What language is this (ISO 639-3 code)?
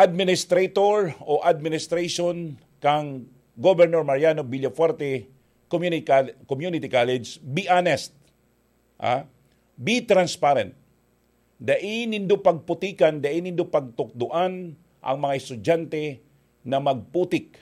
bik